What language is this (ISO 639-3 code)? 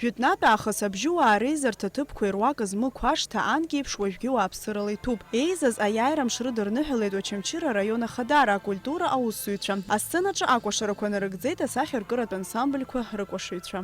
abk